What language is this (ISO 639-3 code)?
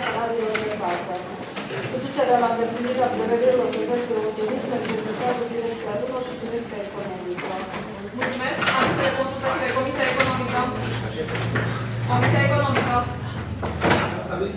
ron